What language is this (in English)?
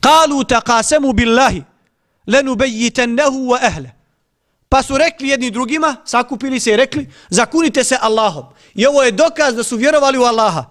Bosnian